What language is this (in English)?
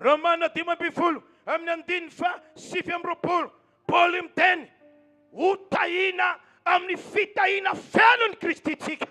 Malagasy